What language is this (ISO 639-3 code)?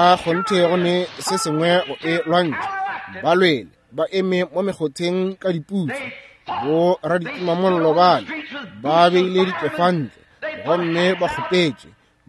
nso